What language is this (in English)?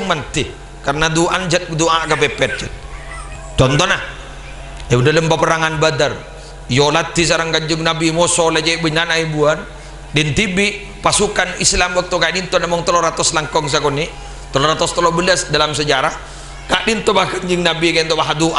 Madurese